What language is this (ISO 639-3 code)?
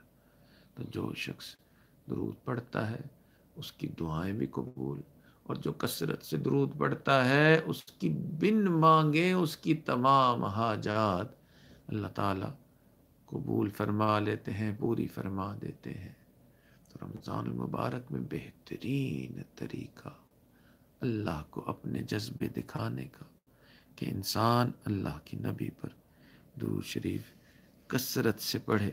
urd